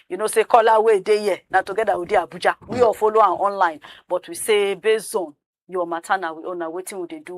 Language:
Nigerian Pidgin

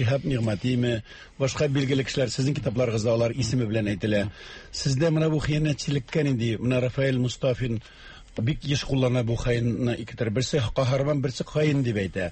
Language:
Tatar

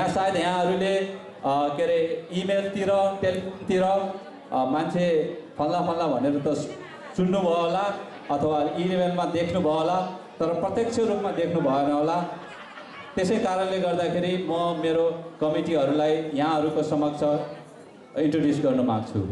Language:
Nepali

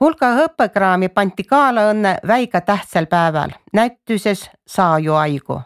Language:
Estonian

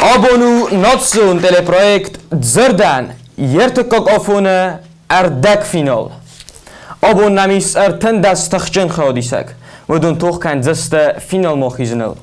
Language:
Ossetic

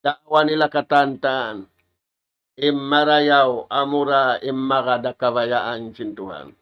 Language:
Tausug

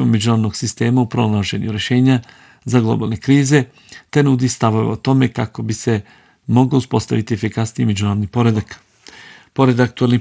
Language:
Bosnian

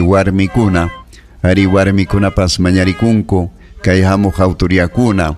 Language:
Ayacucho Quechua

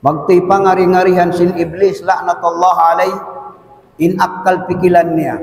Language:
Tausug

